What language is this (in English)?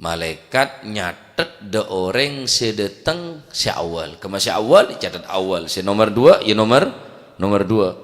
Madurese